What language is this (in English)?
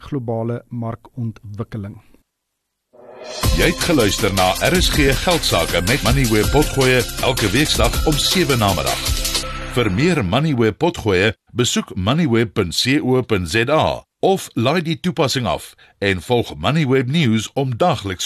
Afrikaans